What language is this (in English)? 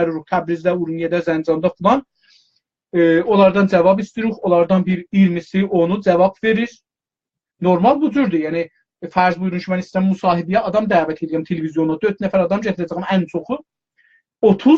South Azerbaijani